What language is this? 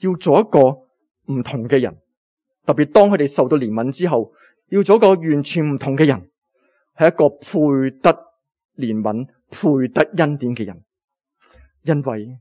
Cantonese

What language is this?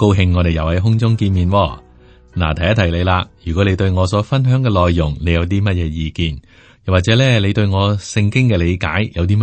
Cantonese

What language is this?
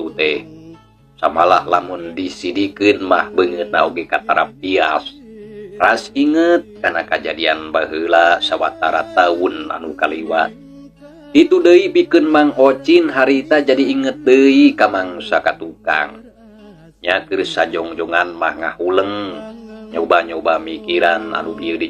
Sundanese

